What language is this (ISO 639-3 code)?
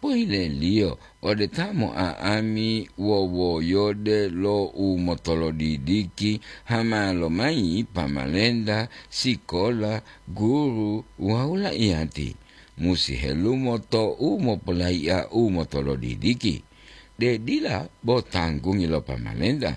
gor